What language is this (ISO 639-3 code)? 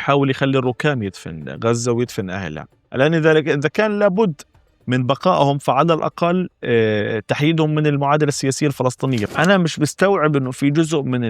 apc